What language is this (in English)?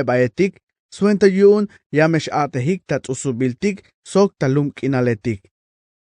Tzeltal